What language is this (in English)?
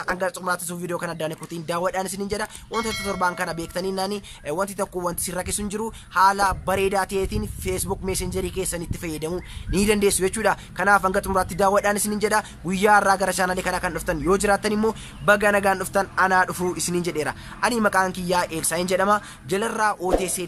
Oromo